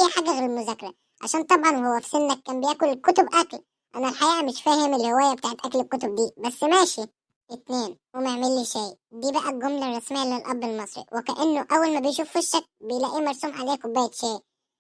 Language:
Egyptian Arabic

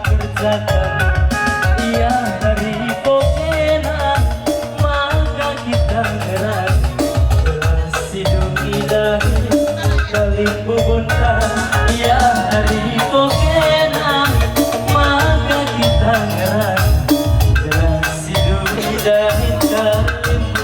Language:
Batak Karo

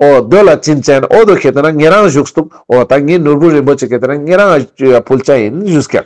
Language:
Ladakhi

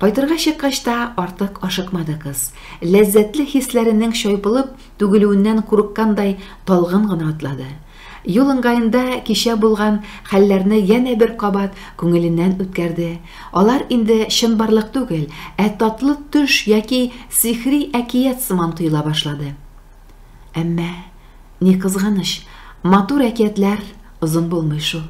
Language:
Tatar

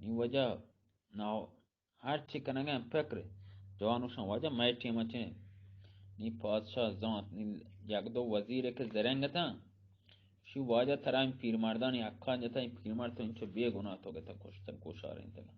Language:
Eastern Balochi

